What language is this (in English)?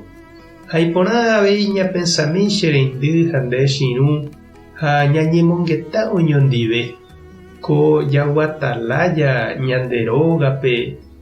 Guarani